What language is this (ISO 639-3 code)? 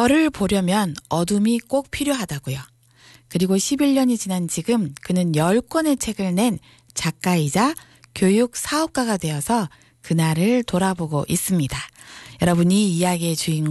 kor